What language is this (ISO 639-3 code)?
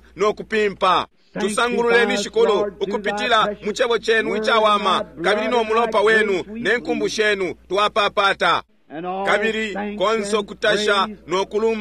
bem